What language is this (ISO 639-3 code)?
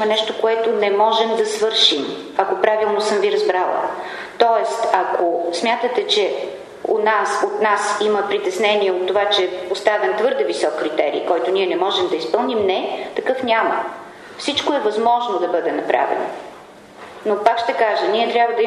bul